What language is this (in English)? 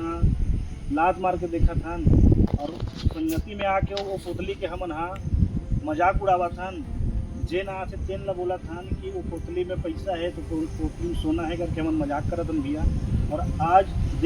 Chhattisgarhi